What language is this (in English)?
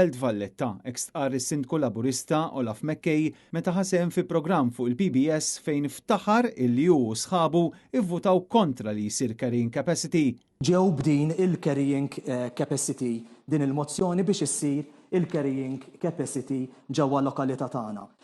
Maltese